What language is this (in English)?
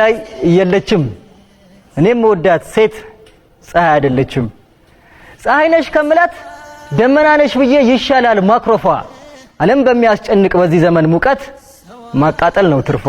Amharic